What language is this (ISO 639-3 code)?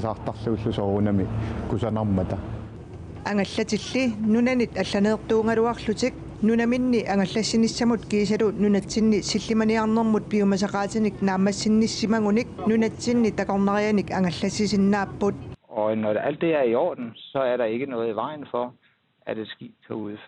kal